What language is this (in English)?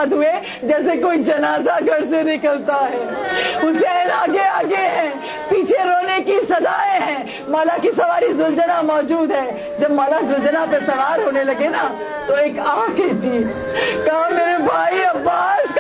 Urdu